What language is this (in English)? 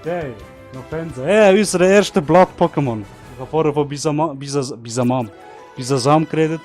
Swiss German